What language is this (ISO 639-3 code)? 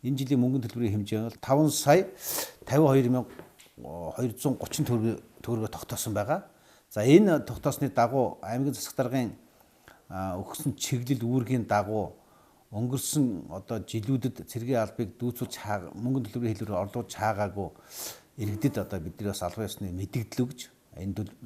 mon